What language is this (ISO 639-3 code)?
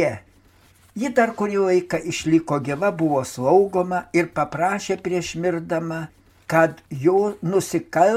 lit